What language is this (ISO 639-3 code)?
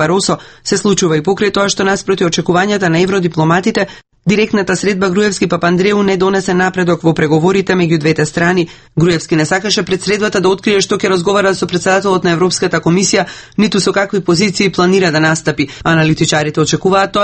mkd